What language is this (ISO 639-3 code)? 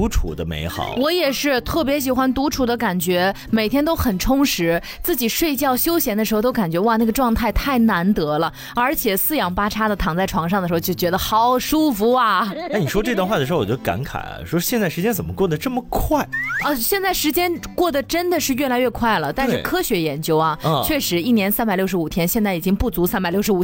zho